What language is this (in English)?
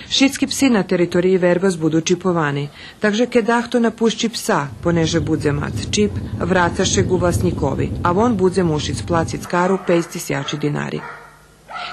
Rusyn